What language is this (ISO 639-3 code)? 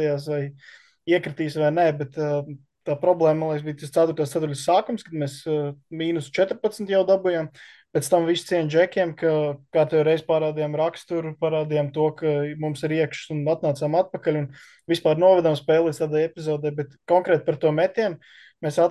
lav